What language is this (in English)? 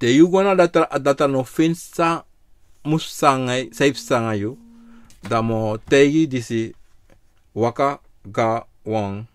Sranan Tongo